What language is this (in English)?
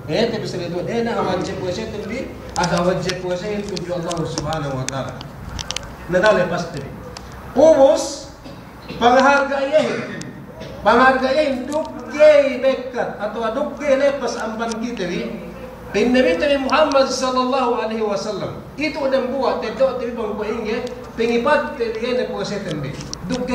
Yakan